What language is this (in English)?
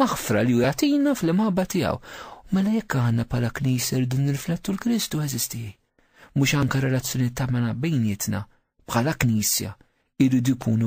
Maltese